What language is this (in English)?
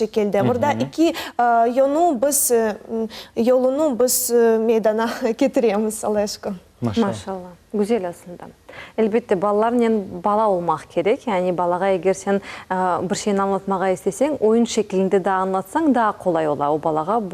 Crimean Tatar